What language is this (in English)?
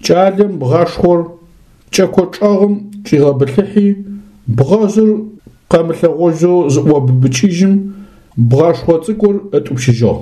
Adyghe